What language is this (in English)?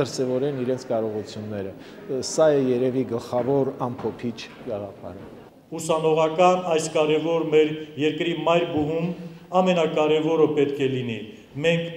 Armenian